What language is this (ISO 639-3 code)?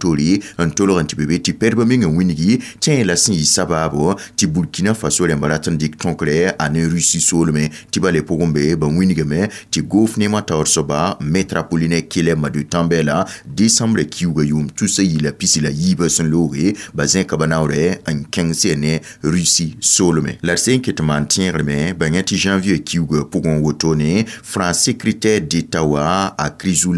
mos